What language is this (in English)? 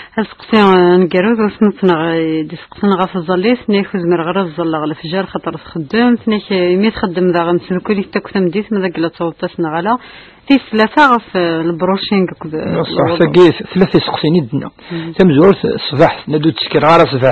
Kabyle